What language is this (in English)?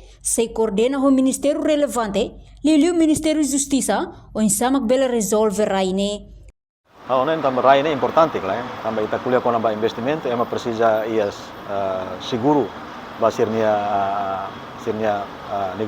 Tetum